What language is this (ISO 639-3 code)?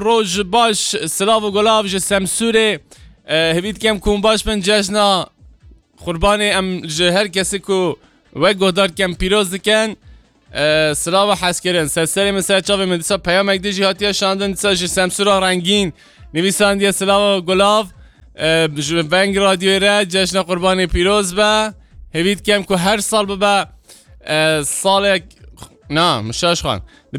kur